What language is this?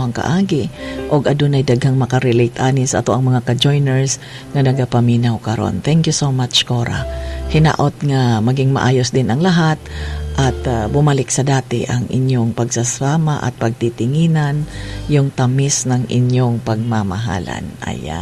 Cebuano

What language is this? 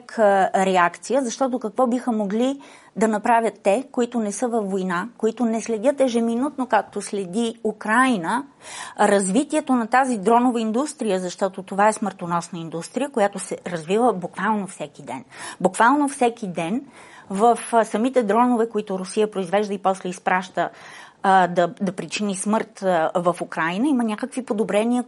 Bulgarian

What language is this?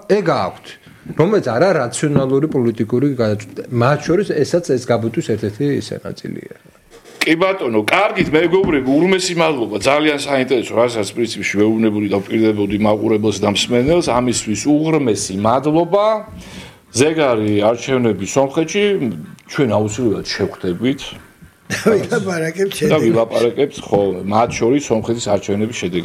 Georgian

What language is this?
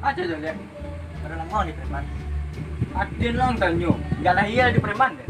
Minangkabau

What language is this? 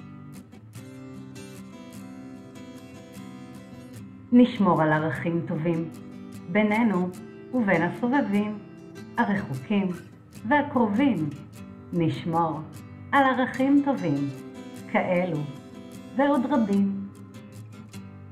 Hebrew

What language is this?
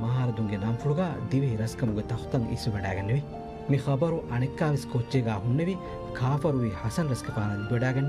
Divehi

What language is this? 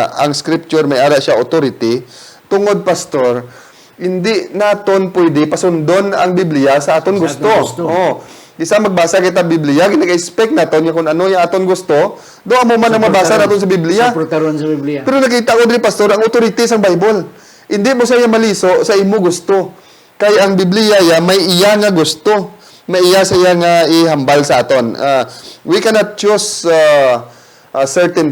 Hiligaynon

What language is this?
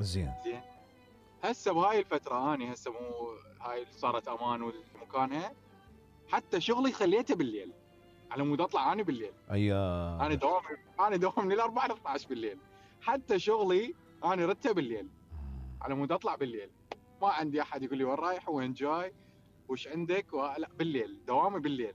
Mesopotamian Arabic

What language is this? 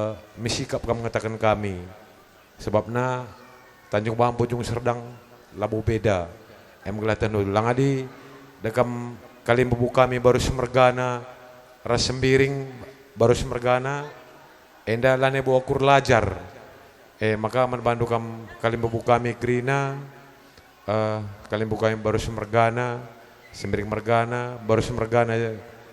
Batak Karo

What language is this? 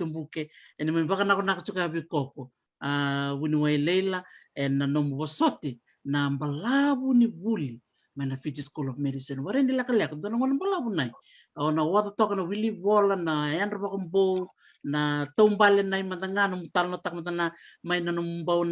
Fijian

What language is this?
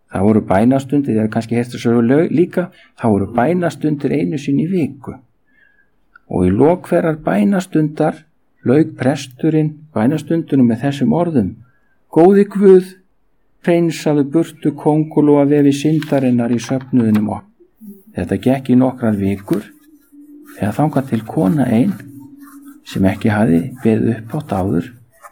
Icelandic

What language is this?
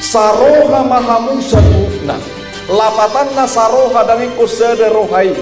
Batak Toba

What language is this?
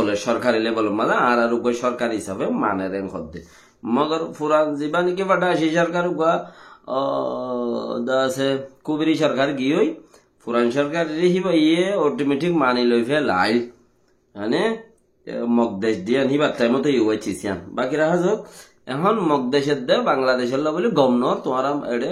Rohingya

